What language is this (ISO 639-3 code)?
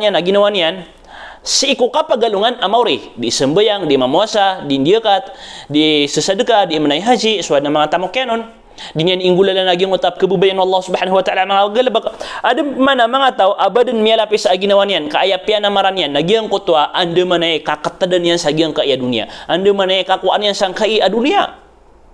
mrw